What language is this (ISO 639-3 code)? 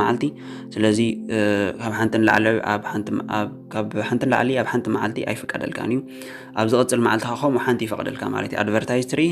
tir